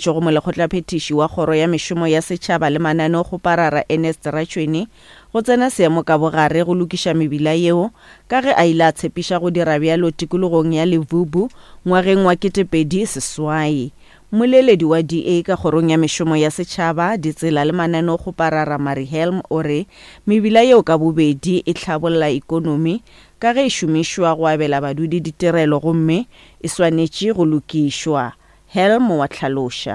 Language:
Northern Sotho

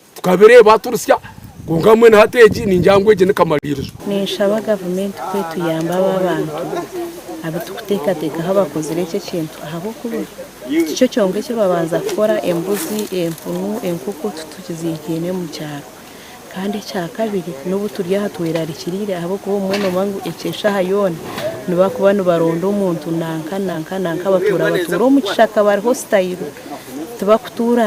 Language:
Nyankole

